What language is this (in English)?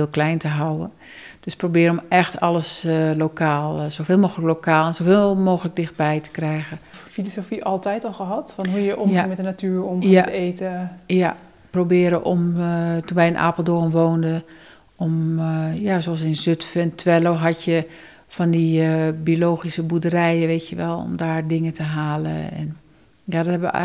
Dutch